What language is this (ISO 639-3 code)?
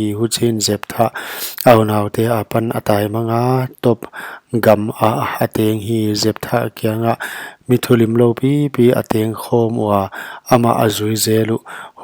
pck